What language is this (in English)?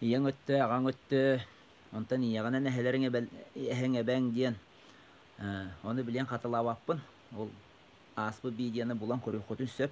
Yakut